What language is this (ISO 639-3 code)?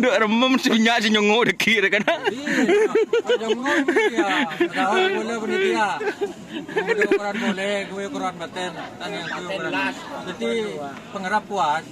mad